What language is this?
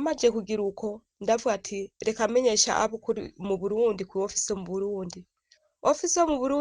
Rundi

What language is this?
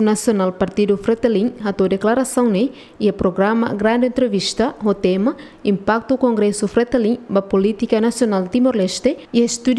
Tetum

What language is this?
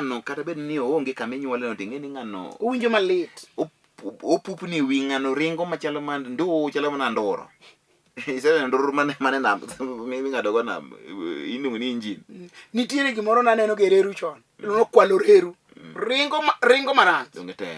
Luo (Kenya and Tanzania)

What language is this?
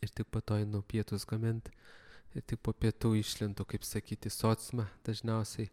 Lithuanian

